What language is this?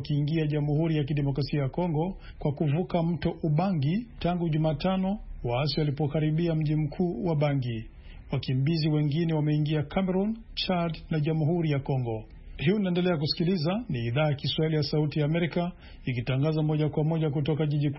Swahili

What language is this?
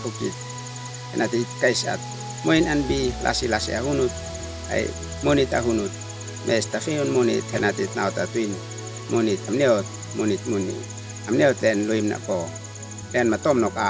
Uab Meto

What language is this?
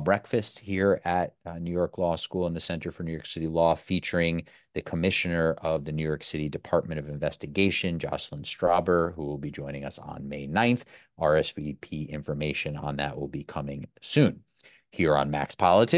English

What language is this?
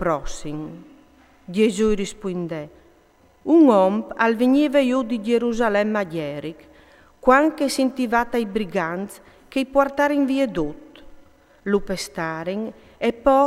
Friulian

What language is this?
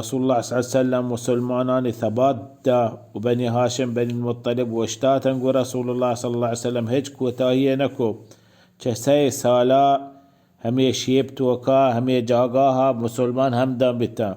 Baluchi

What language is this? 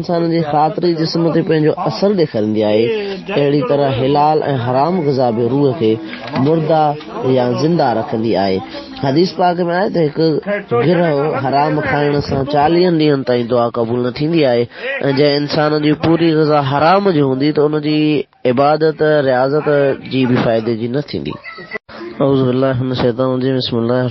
Sindhi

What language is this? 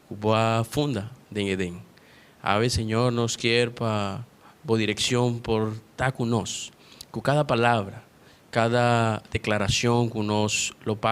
Papiamento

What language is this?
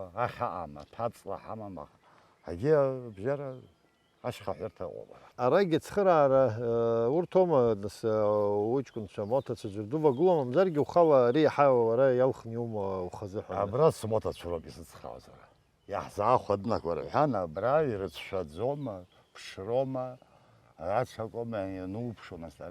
Abkhazian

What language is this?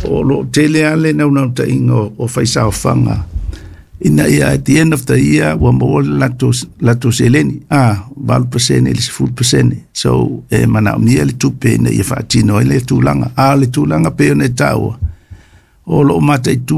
Samoan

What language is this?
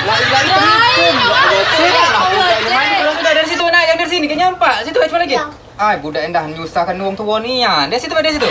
Musi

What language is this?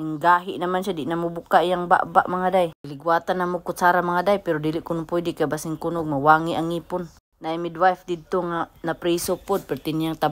Cebuano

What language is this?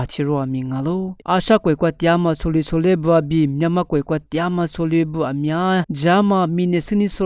Lisu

